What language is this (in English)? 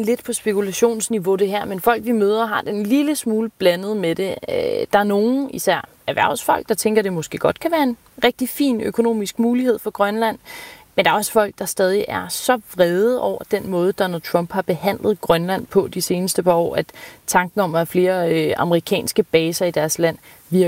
Danish